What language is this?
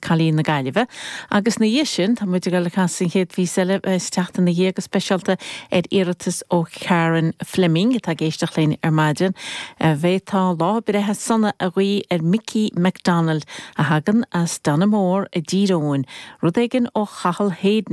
Irish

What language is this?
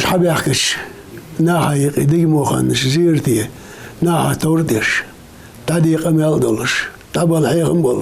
Ingush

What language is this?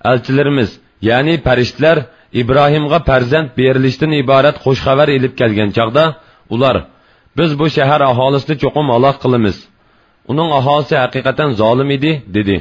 Uyghur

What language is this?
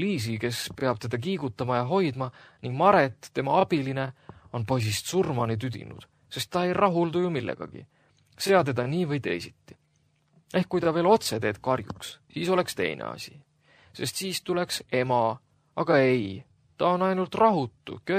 Estonian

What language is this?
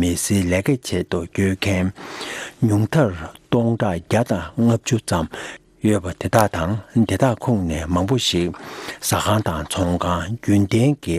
Tibetan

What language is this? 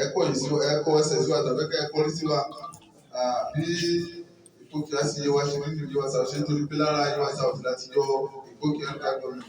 Yoruba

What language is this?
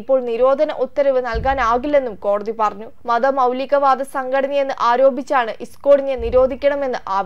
Malayalam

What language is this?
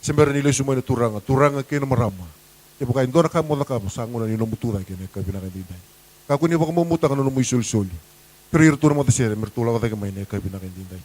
Fijian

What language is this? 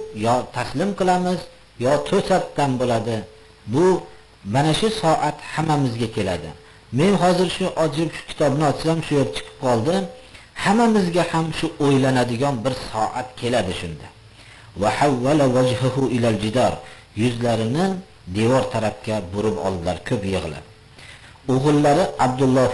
Uzbek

